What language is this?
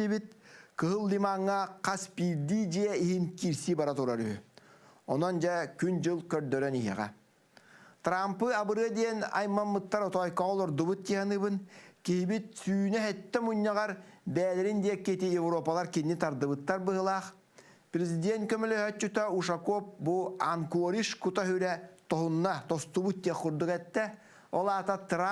Yakut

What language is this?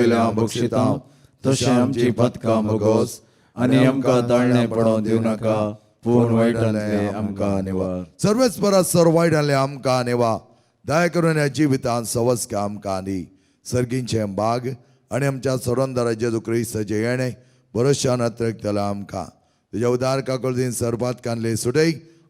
Konkani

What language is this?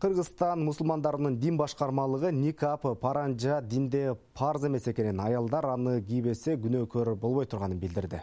Kyrgyz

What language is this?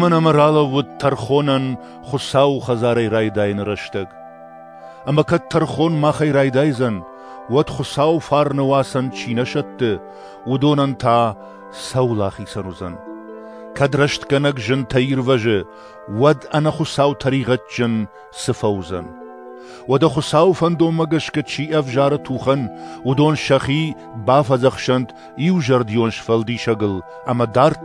Ossetic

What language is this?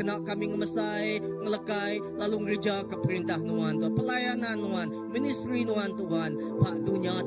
Iban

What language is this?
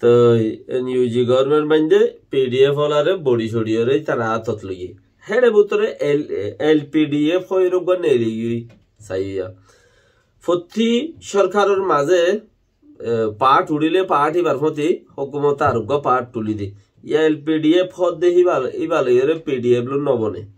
Rohingya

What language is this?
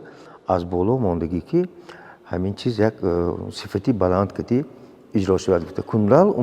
Tajik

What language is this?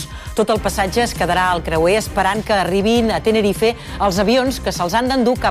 Catalan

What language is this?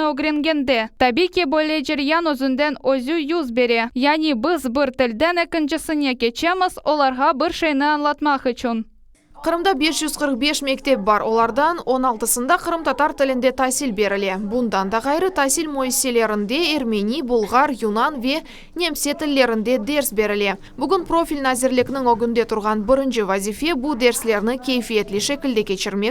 Crimean Tatar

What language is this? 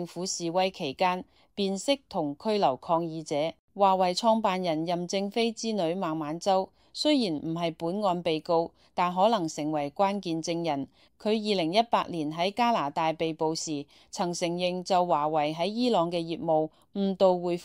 Cantonese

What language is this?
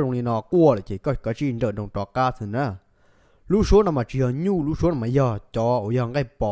Hmong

